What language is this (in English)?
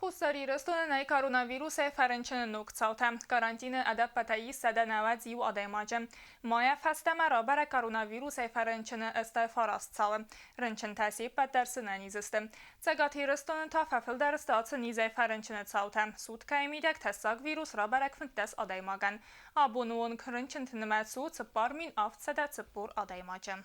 Ossetic